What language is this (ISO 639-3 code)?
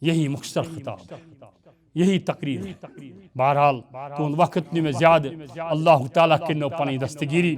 kas